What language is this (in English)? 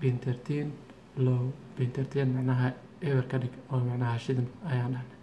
Somali